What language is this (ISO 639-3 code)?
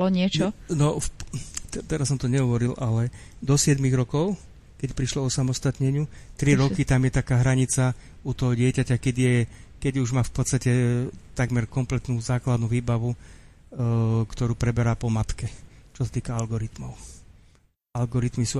slk